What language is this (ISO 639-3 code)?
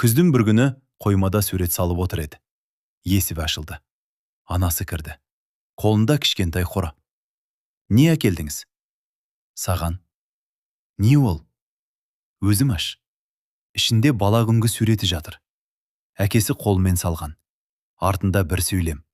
kaz